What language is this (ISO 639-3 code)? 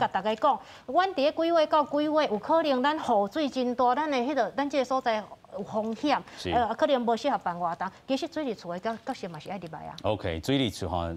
nan